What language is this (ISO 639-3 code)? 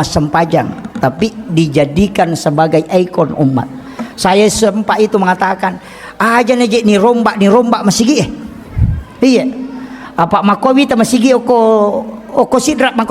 bug